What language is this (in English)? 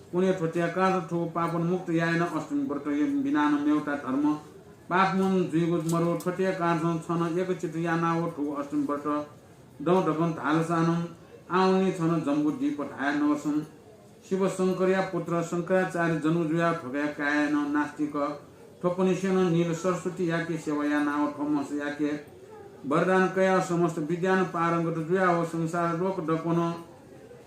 Newari